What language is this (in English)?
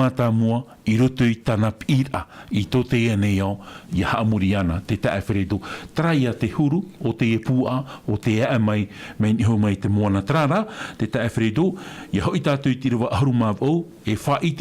Tahitian